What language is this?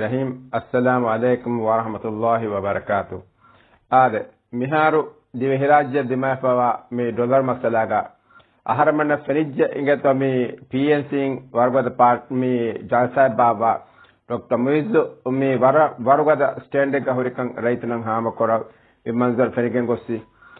Divehi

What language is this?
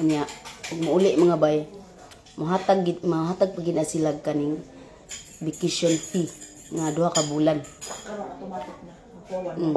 Cebuano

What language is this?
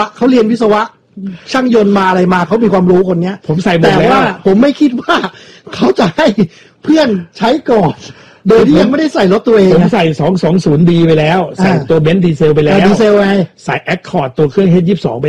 Thai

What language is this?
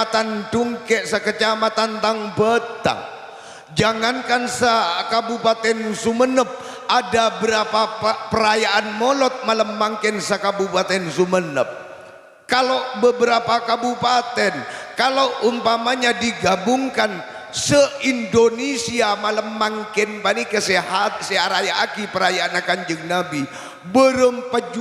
Madurese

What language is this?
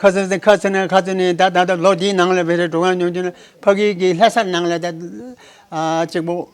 Tibetan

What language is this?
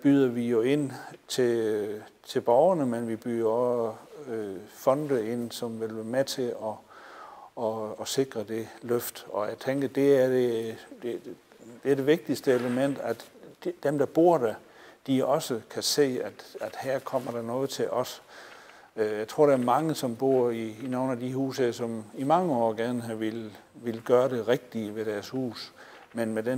Danish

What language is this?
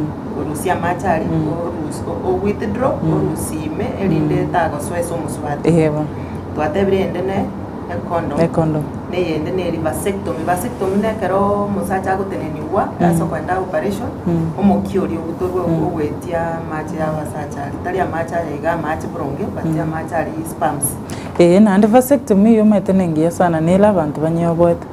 Gusii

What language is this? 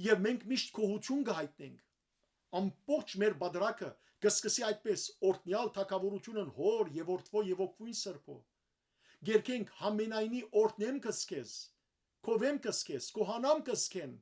Western Armenian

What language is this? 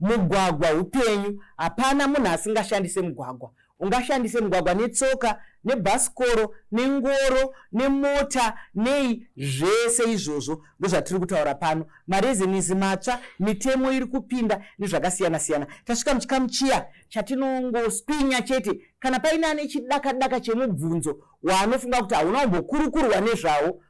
Shona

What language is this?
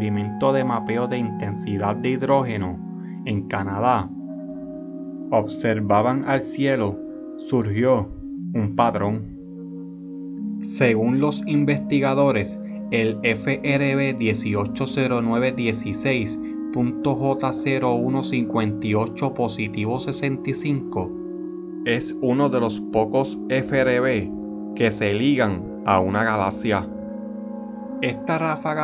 Spanish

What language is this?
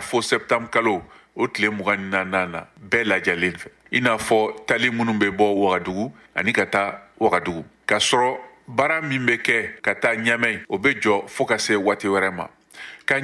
Bambara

